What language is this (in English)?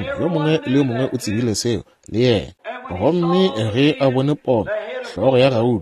Northern Sotho